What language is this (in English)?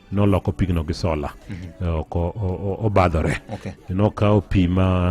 Luo (Kenya and Tanzania)